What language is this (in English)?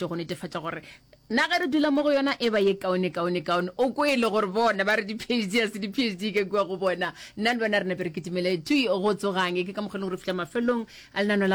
Northern Sotho